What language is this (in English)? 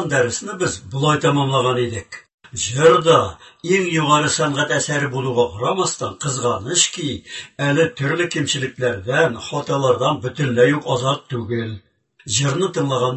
Tatar